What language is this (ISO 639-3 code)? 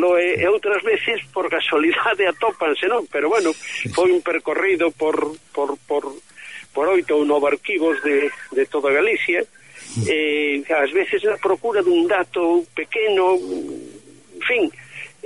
glg